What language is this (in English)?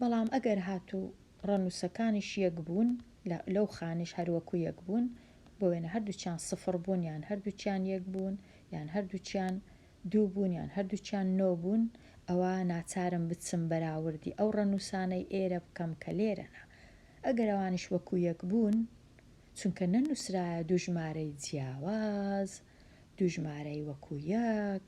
Central Kurdish